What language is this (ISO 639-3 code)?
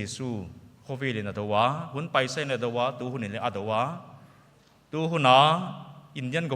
pck